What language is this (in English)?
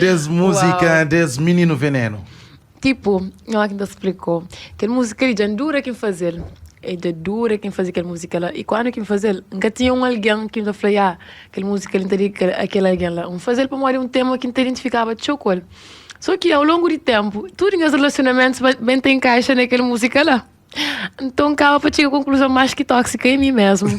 Kabuverdianu